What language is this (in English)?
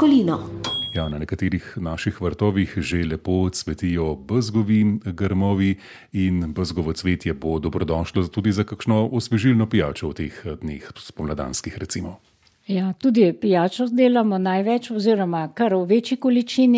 Slovenian